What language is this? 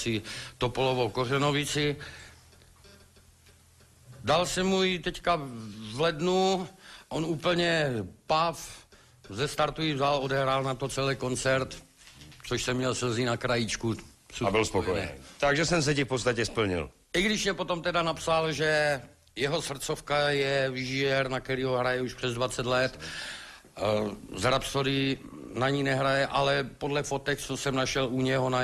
Czech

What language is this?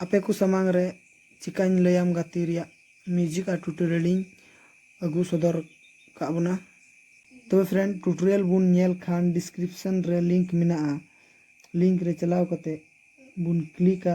Santali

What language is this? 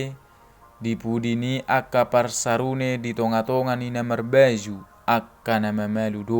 Batak Toba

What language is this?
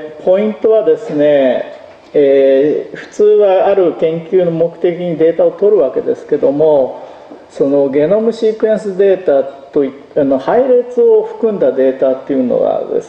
Japanese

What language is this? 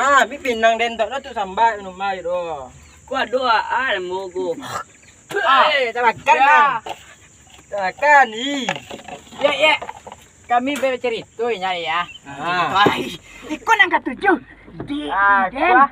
Minangkabau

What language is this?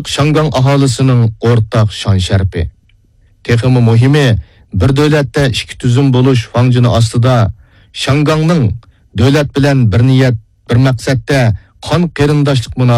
Uyghur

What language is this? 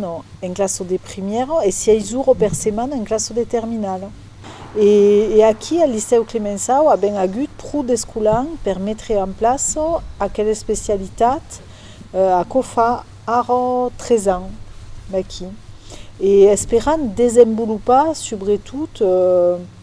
Occitan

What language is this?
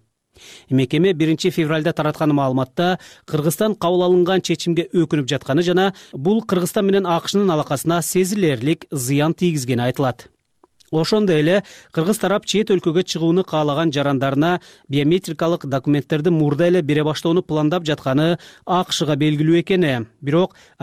Kyrgyz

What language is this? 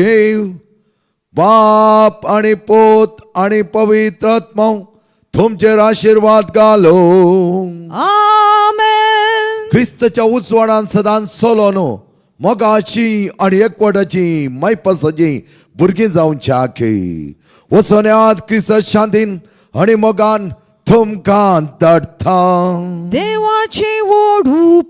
Konkani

